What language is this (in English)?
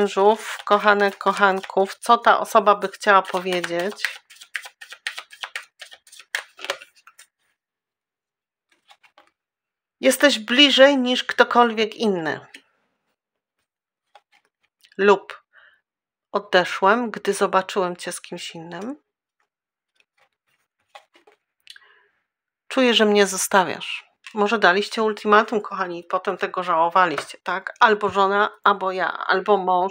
Polish